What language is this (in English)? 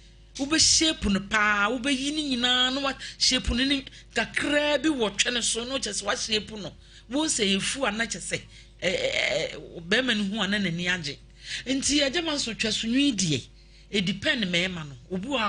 Akan